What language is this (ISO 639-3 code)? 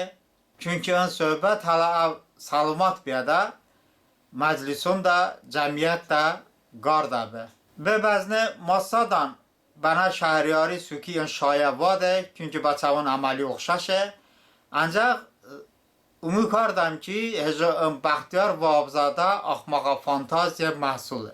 tly